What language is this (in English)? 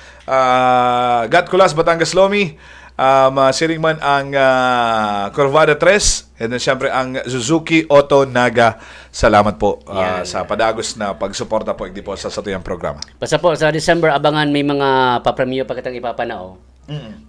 Bikol